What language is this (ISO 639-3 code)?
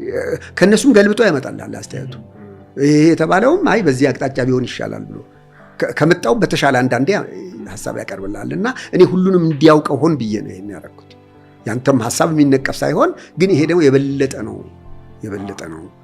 amh